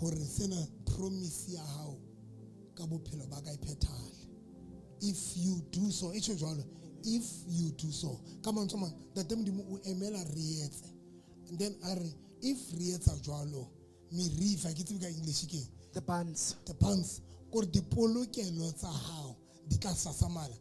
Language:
Southern Sotho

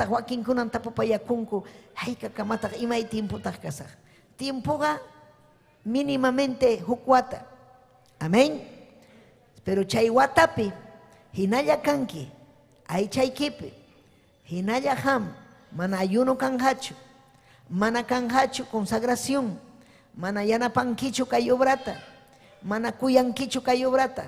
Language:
Ayacucho Quechua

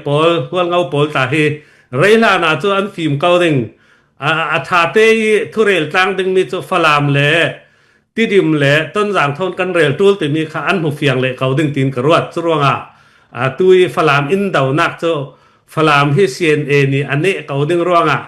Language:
Falam Chin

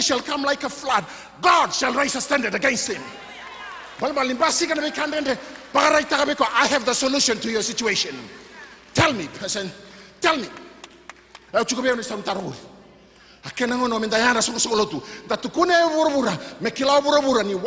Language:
Fijian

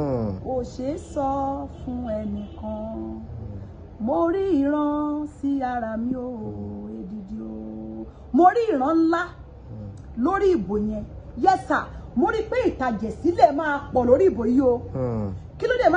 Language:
Yoruba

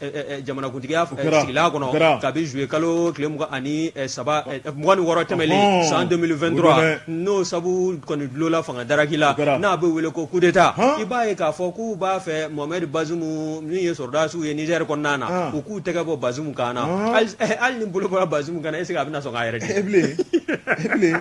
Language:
Bambara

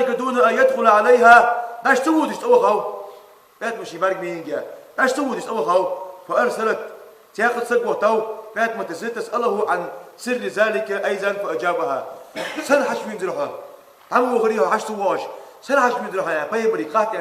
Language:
Ingush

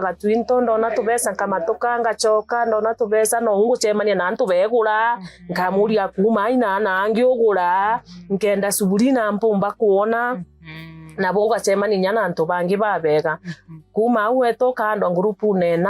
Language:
Meru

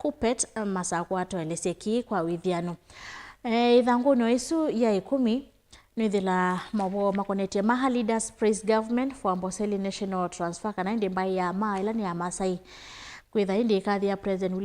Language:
Kamba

